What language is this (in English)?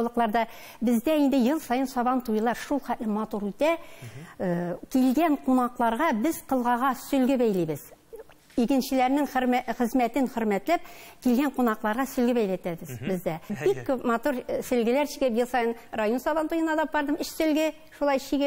Tatar